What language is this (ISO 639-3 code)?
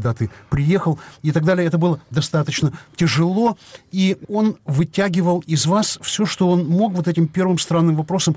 rus